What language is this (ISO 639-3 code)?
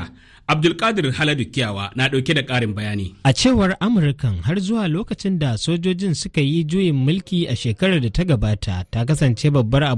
hau